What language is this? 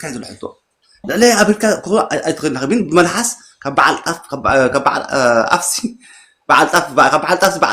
Tigrinya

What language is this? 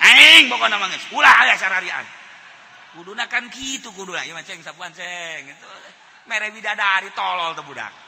Sundanese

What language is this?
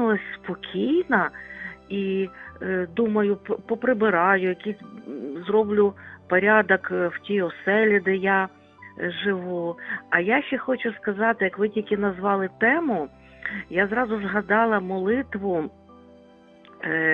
Ukrainian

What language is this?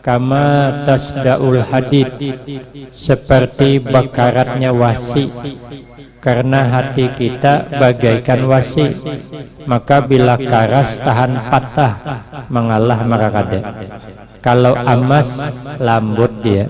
Banjar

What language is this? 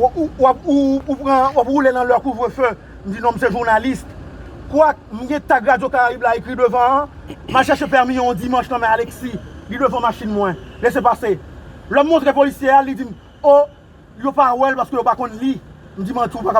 Haitian Creole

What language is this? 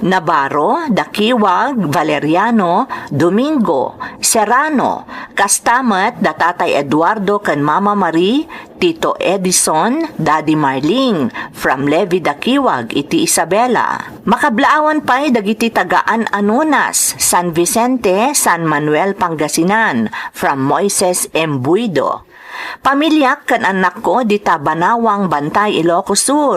Iloko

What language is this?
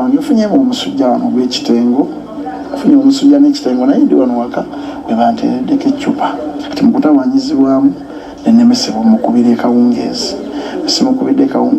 Ganda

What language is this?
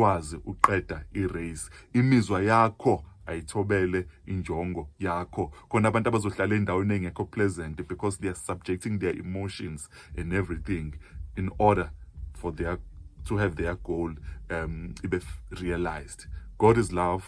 Zulu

